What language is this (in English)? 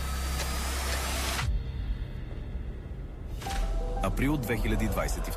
Bulgarian